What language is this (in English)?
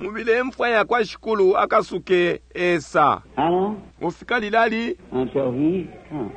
Bemba